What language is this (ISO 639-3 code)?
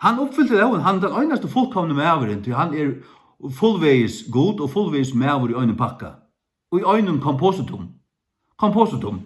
fao